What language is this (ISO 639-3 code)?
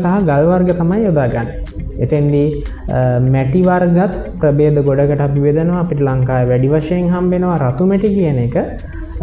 sin